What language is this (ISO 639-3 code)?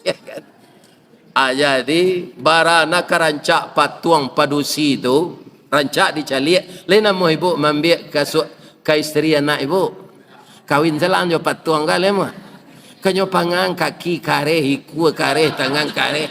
min